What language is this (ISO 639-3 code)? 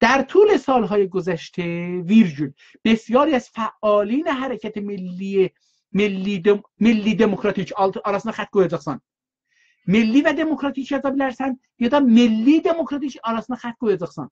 azb